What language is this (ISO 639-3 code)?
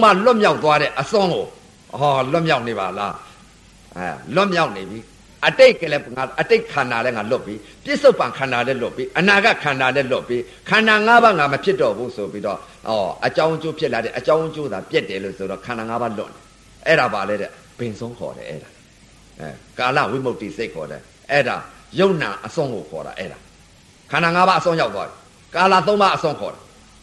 mya